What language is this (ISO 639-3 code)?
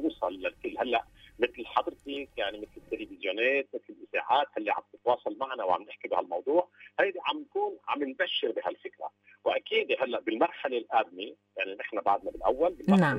apc